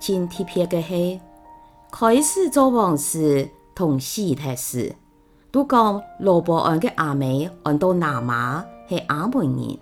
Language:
Hakka Chinese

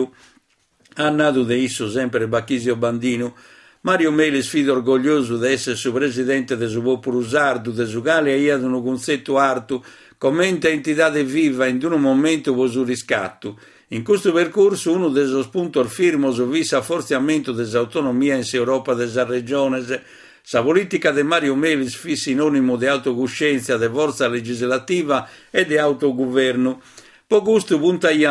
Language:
Sardinian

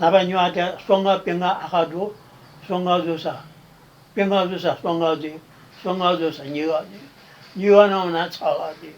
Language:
Newari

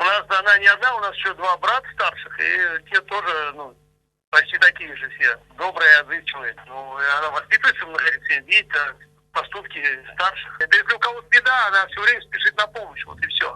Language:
Crimean Tatar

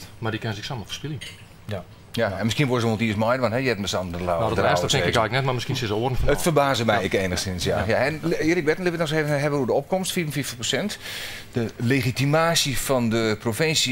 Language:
Western Frisian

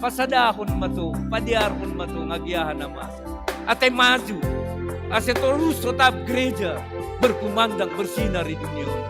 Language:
Batak Simalungun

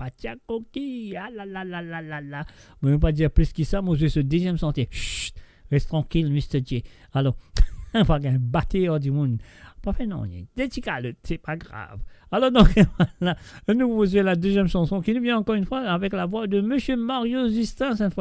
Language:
Morisyen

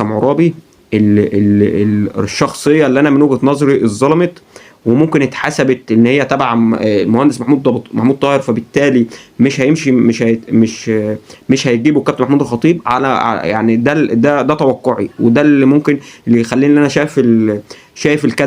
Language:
Egyptian Arabic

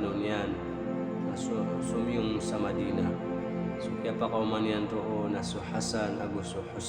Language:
Maranao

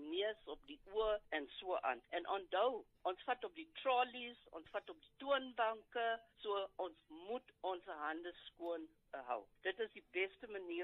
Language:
Afrikaans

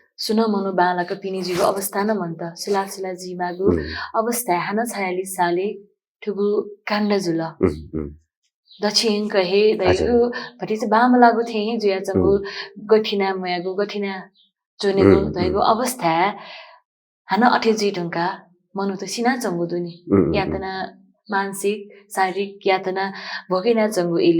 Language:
Newari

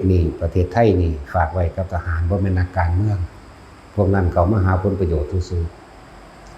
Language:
Lao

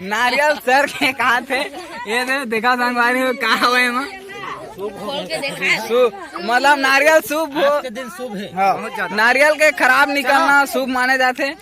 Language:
Chhattisgarhi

